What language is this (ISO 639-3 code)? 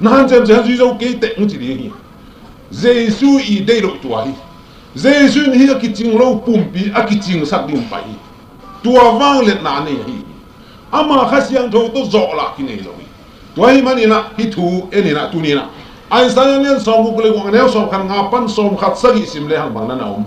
ctd